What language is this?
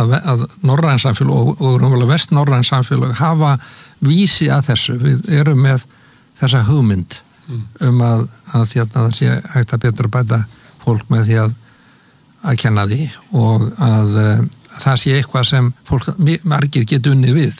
Icelandic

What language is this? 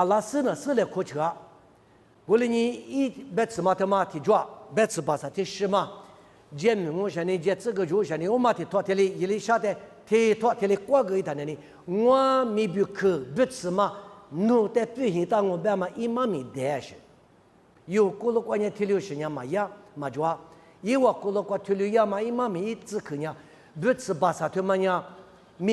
Lisu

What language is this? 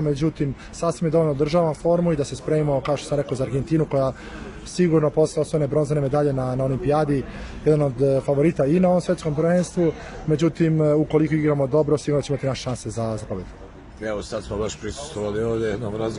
Serbian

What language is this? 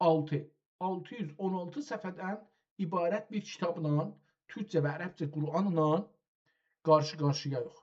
South Azerbaijani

